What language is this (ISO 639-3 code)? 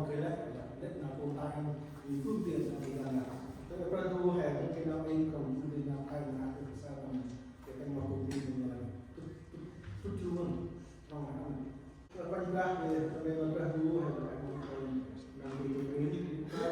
cmo